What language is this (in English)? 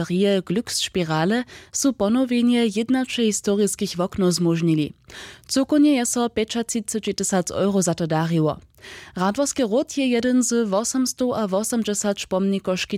Upper Sorbian